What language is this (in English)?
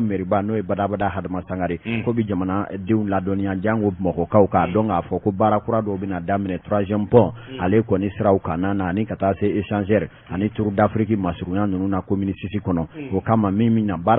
Bambara